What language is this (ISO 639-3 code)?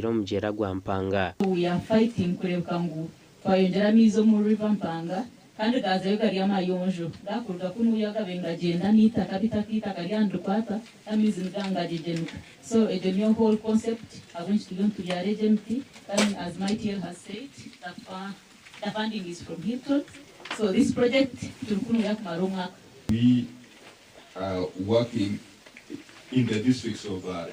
nyn